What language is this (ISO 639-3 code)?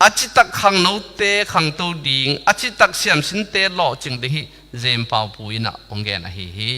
ctd